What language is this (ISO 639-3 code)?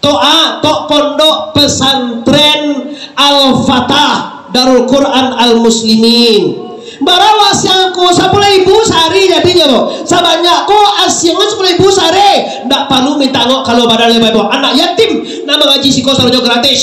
min